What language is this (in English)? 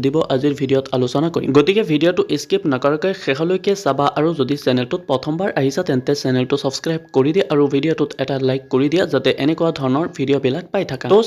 Assamese